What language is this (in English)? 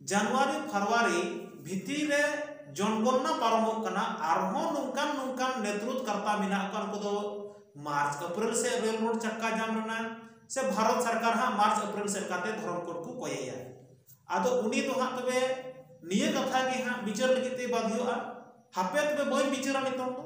Santali